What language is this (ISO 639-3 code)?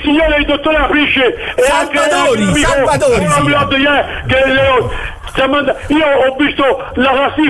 ita